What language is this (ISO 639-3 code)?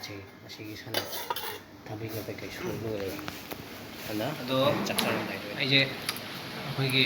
mni